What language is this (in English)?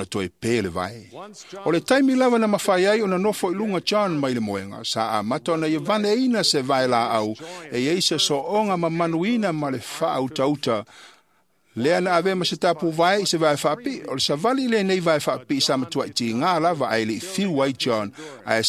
Samoan